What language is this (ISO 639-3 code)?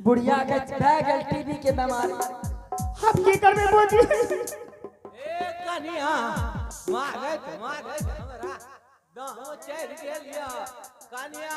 anp